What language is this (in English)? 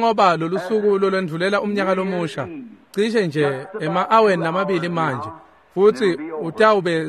Swati